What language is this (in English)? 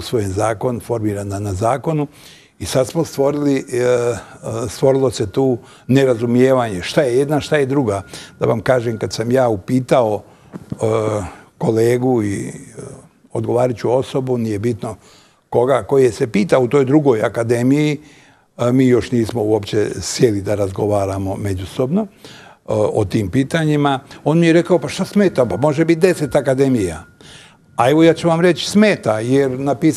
Bosnian